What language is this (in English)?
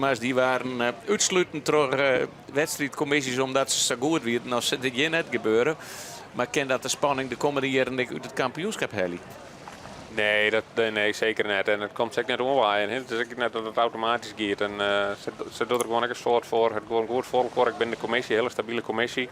Western Frisian